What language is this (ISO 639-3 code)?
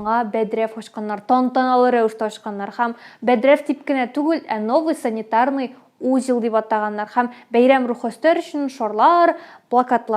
tat